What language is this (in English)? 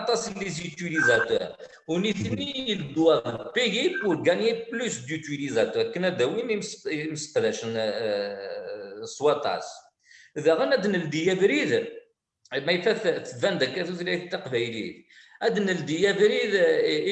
Kabyle